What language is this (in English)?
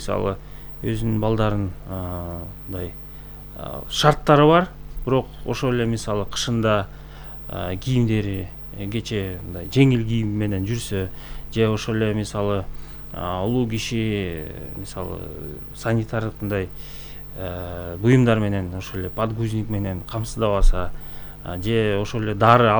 Kyrgyz